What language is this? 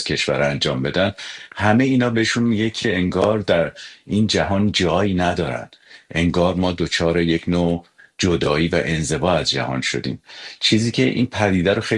Persian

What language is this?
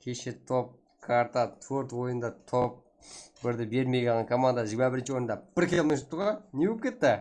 Kara-Kalpak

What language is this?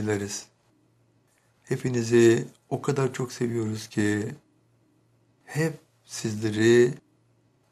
Turkish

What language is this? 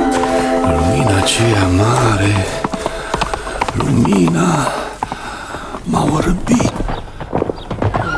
Romanian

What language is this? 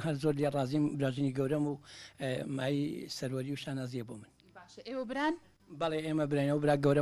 Central Kurdish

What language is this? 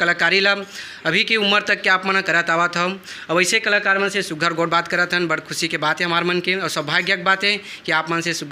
Chhattisgarhi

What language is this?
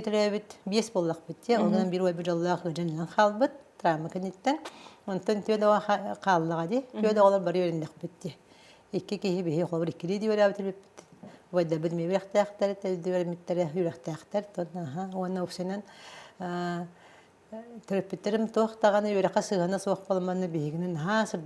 Yakut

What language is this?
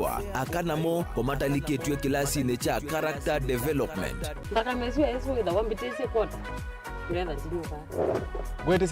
Kamba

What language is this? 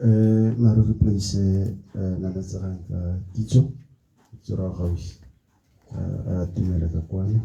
Tswana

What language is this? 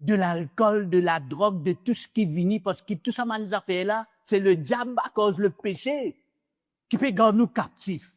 Morisyen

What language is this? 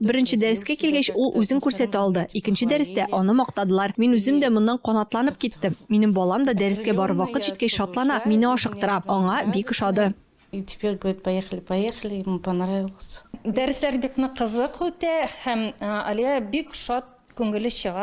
Tatar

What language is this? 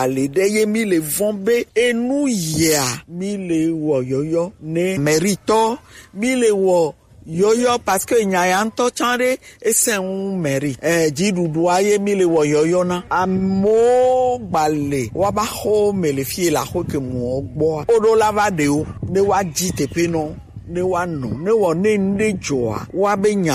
Gen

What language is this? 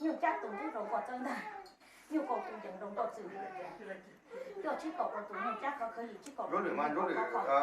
Hmong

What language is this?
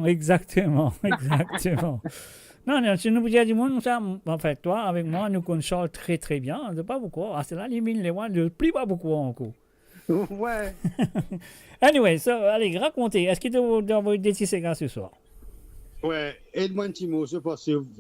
Morisyen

